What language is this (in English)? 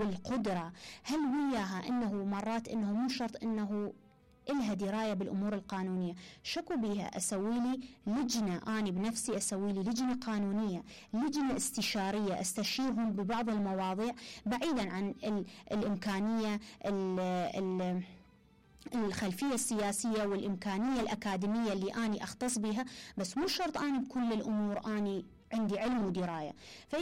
Mesopotamian Arabic